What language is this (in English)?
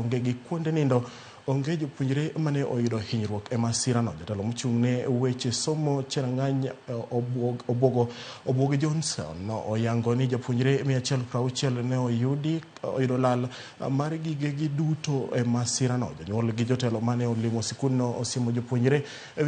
Luo (Kenya and Tanzania)